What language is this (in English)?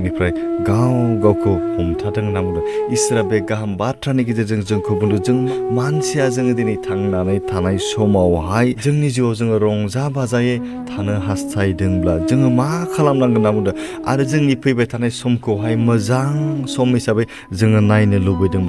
Bodo